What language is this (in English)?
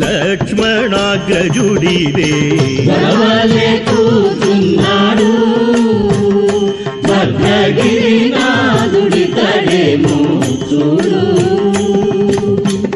Telugu